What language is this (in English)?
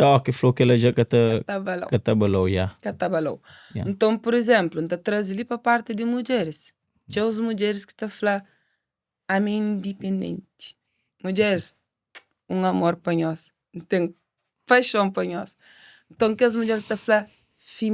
Kabuverdianu